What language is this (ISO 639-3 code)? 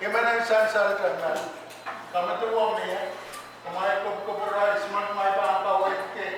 pon